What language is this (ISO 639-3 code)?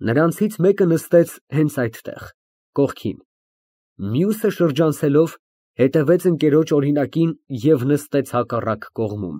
hye